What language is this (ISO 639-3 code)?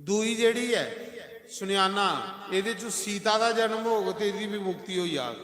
doi